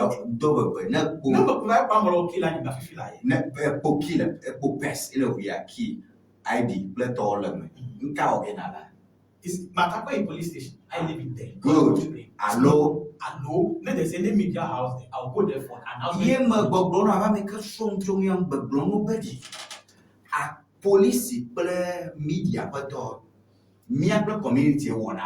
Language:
Ewe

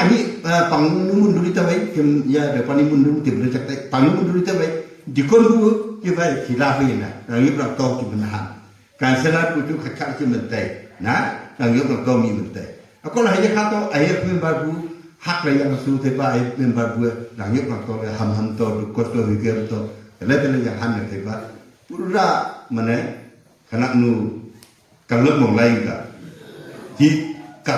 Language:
Wancho Naga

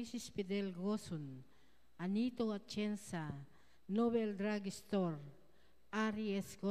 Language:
Pampanga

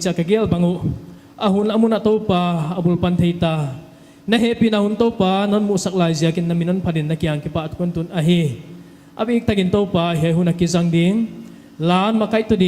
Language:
Paite Chin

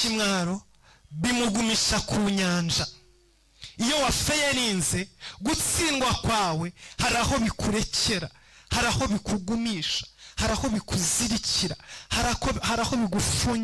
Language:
Kinyarwanda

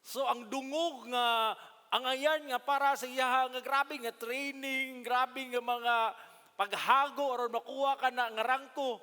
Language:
Cebuano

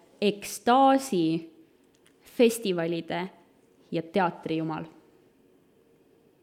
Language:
Estonian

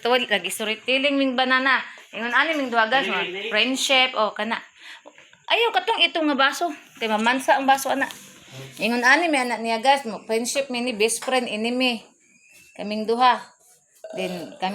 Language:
Cebuano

